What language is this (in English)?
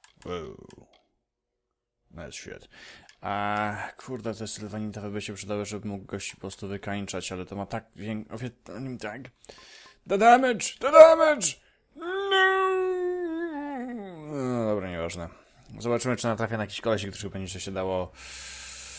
Polish